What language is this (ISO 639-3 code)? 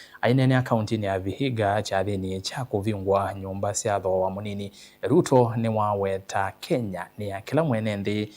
kam